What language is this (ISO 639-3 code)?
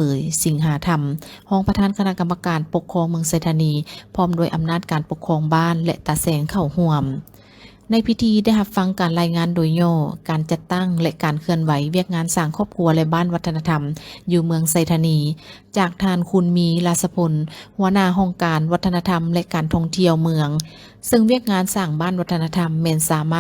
lao